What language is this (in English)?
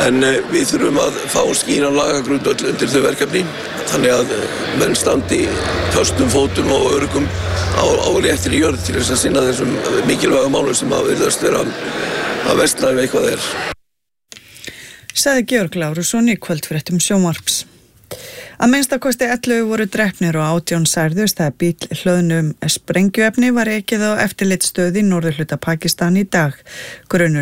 Icelandic